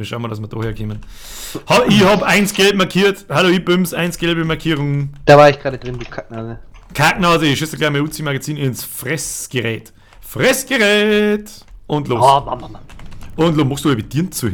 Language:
Bavarian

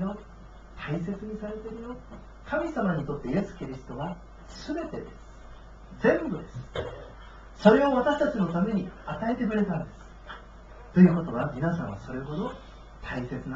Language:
Japanese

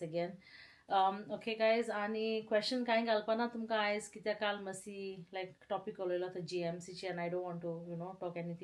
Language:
Konkani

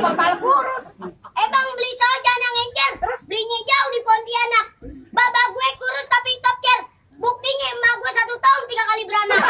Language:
Betawi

